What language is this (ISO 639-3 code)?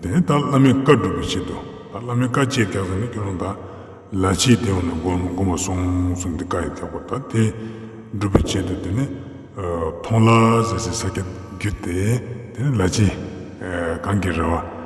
lbj